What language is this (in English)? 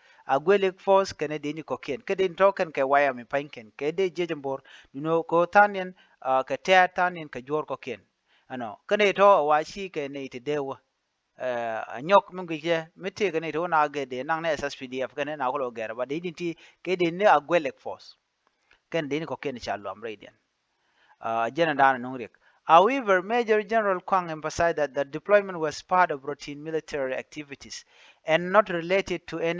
Nuer